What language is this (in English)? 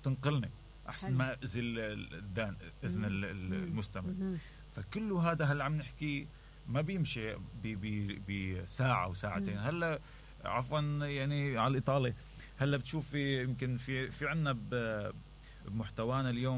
Mesopotamian Arabic